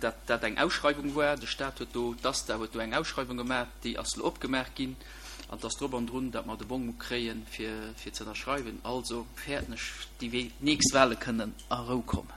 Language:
Luxembourgish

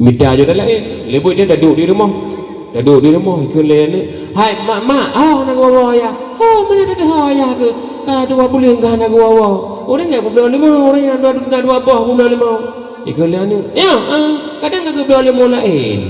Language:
Achinese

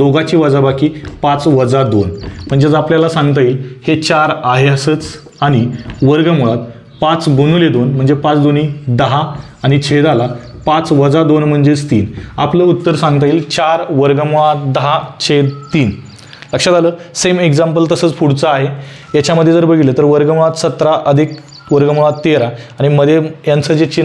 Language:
Marathi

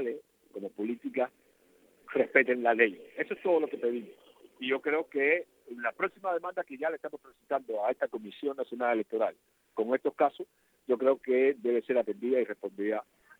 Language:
Spanish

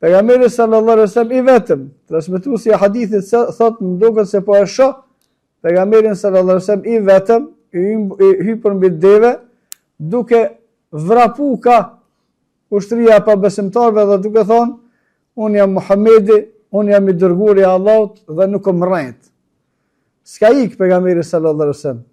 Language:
Albanian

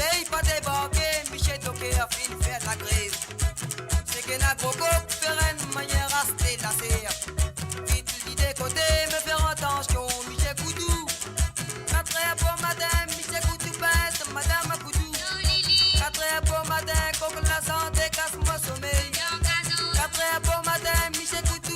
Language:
Morisyen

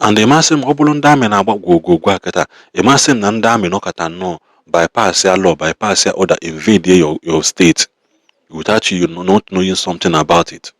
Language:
Igbo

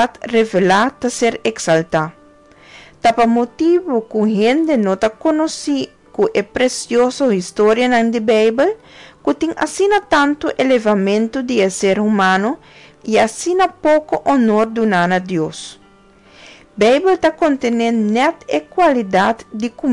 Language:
Papiamento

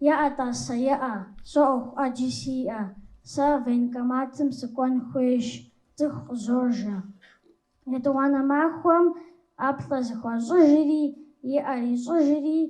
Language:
Kabardian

